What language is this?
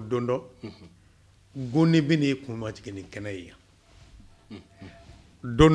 Bambara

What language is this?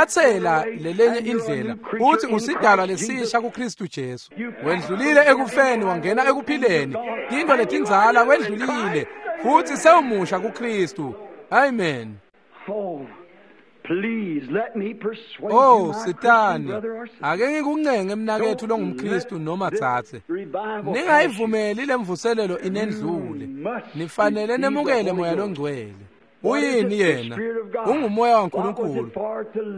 Swati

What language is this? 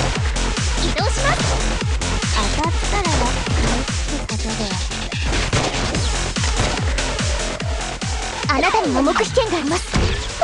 Japanese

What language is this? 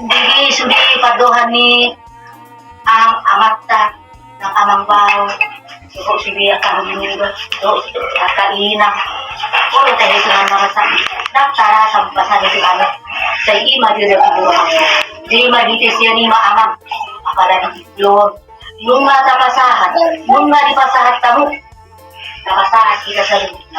Batak Toba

